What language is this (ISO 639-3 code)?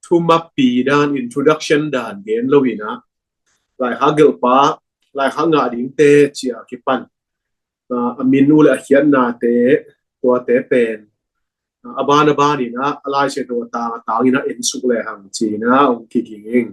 ctd